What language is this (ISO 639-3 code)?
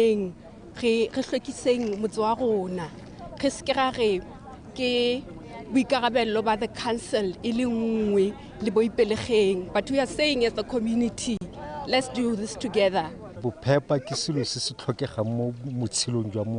tsn